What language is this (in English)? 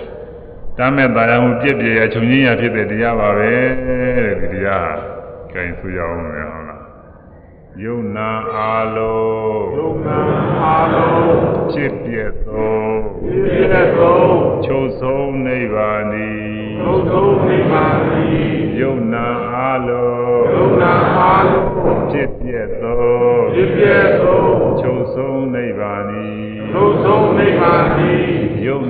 Burmese